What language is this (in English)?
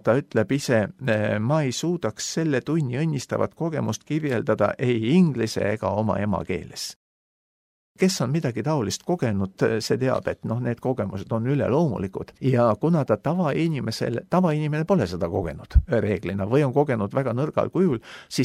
Estonian